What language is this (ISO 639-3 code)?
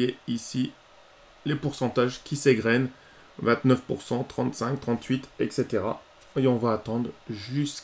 fra